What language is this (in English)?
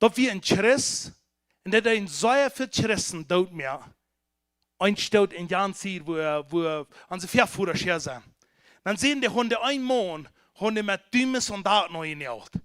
Plautdietsch